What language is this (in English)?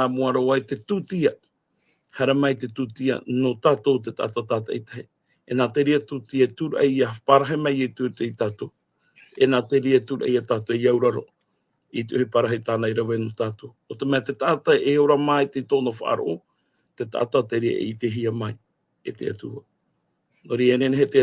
Tahitian